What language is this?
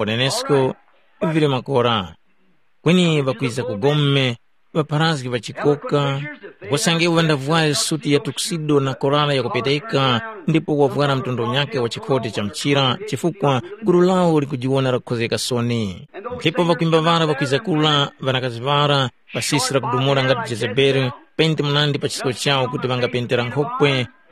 Tumbuka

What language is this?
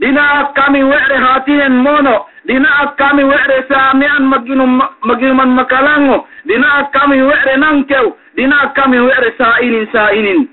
Yakan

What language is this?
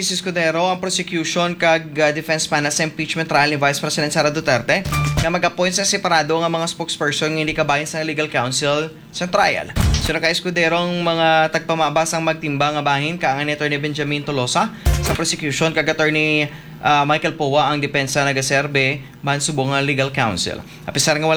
Hiligaynon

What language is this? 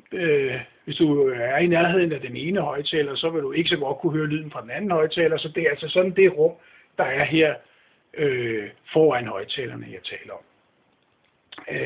Danish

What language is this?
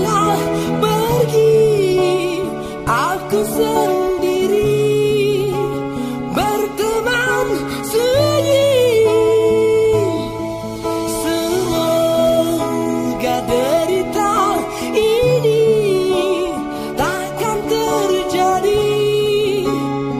Indonesian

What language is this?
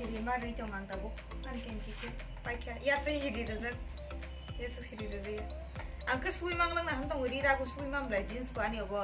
Kok Borok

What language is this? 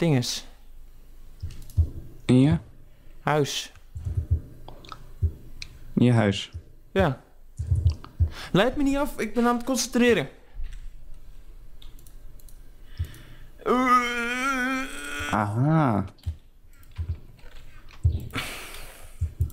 Dutch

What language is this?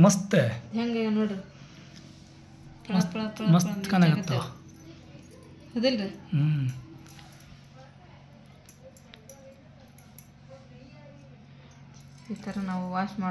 Kannada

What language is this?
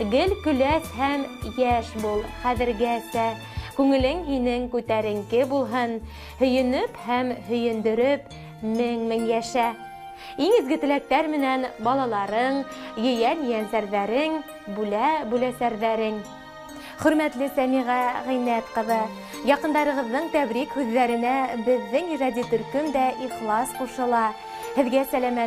Bashkir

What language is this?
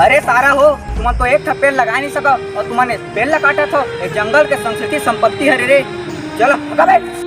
Chhattisgarhi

